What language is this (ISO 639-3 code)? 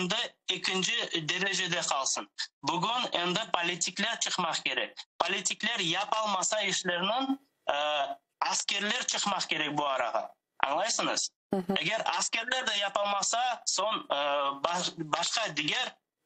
crh